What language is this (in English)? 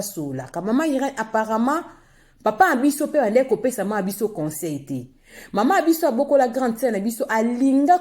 Lingala